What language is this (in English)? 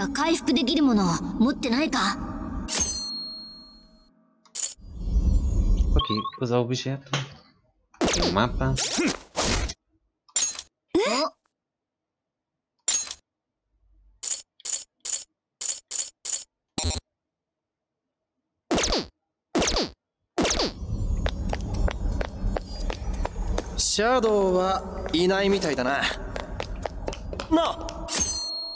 Japanese